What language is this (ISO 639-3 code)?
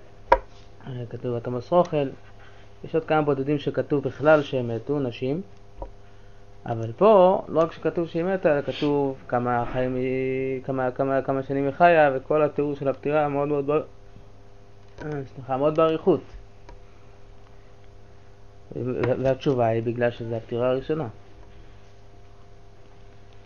heb